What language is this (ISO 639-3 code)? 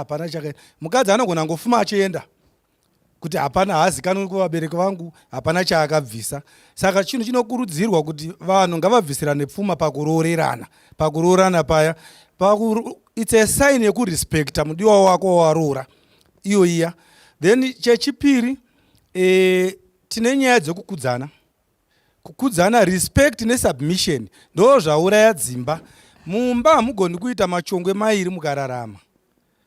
sna